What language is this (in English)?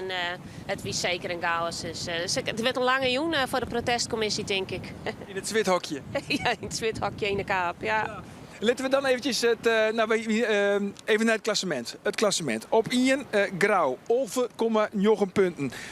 Western Frisian